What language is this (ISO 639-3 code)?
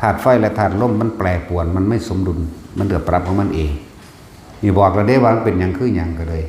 tts